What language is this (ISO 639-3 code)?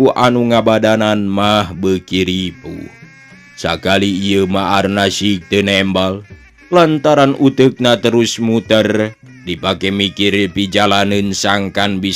sun